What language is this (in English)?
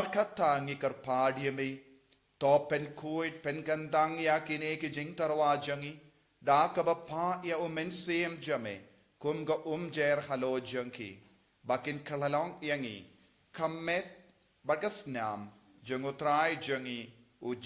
Khasi